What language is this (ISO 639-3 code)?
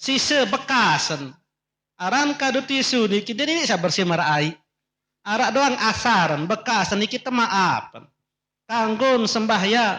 sas